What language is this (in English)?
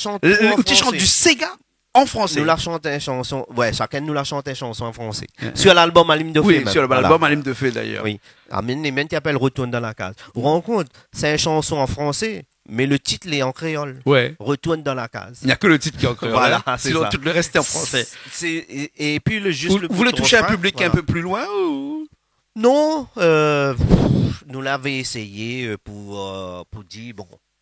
Réunion Creole French